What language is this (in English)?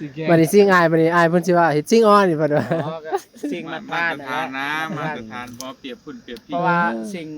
Northeastern Thai